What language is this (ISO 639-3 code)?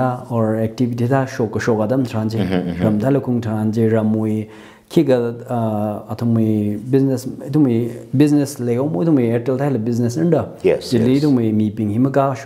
nmf